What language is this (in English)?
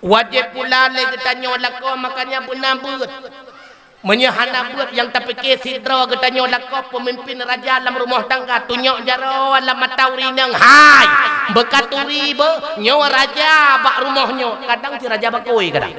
Achinese